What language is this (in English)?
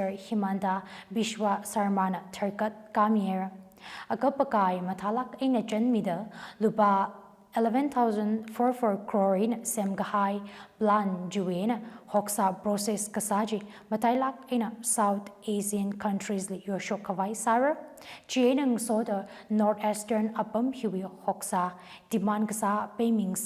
Tangkhul Naga (India)